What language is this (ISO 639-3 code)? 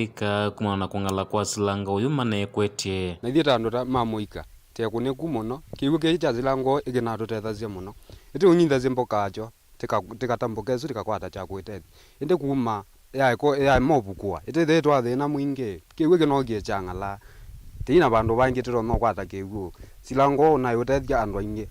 kam